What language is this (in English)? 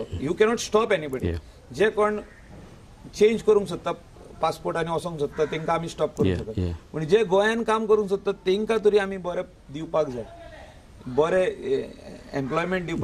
Konkani